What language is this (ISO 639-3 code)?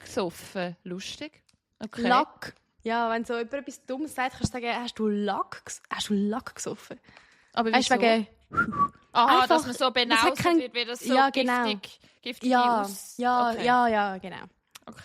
gsw